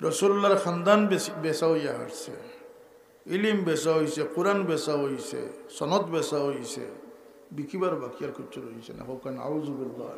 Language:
Sylheti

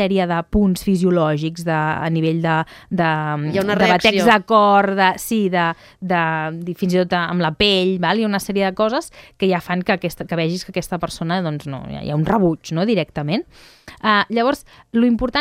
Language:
Catalan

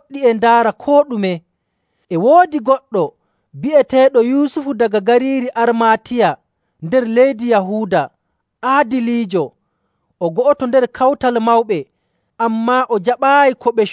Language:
Nigerian Fulfulde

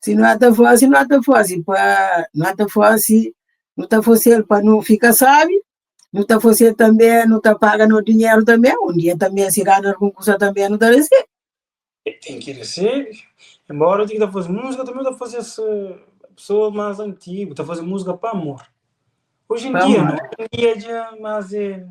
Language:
Kabuverdianu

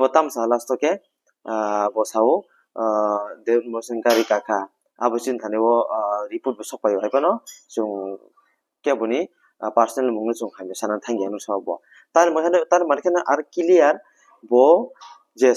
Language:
Kok Borok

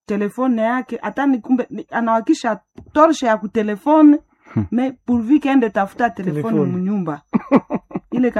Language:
Swahili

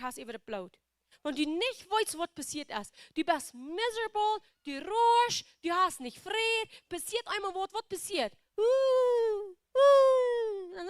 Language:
Plautdietsch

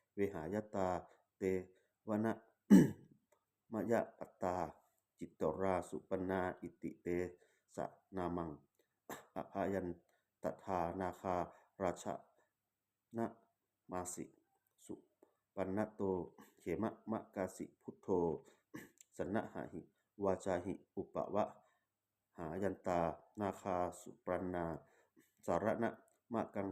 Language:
Pali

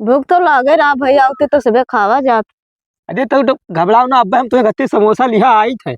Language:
Awadhi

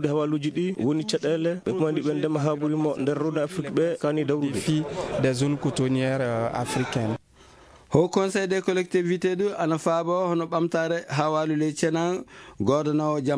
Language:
Fula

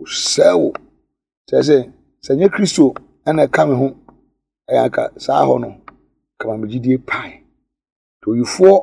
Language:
Akan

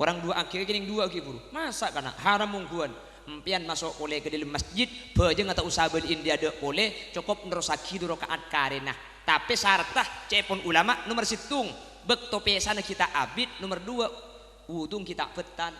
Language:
Madurese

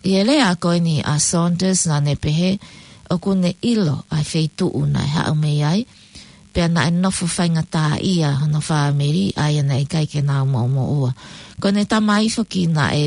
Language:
Tongan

